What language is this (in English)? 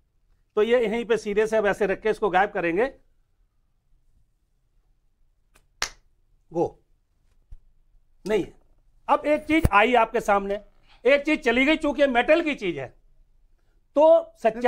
Hindi